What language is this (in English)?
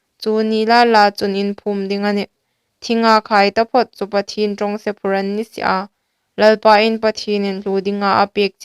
Hmar